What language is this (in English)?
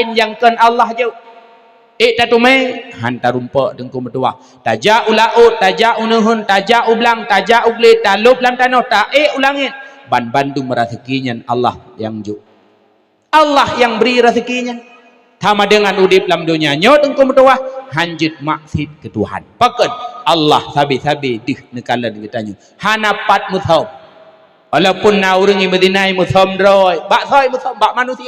Achinese